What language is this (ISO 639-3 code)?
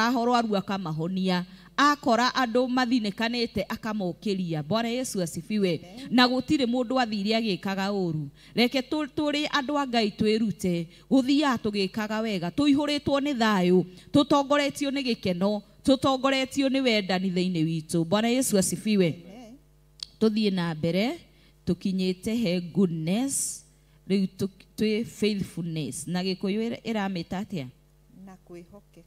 kik